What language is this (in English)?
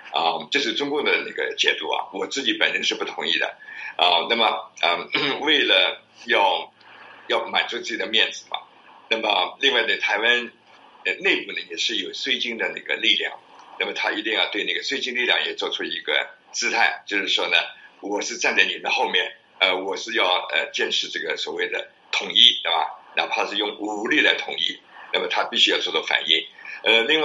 Chinese